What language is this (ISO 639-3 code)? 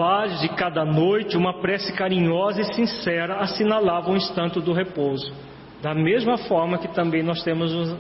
por